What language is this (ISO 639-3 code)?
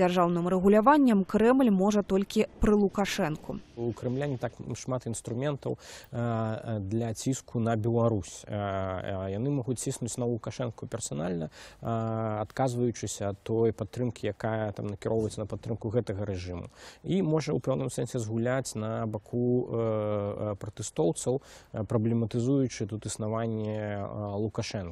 bel